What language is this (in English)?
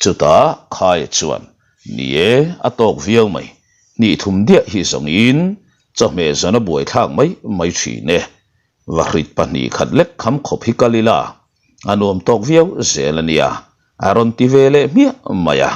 Mizo